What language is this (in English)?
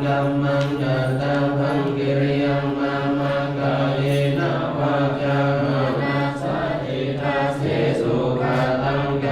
Pali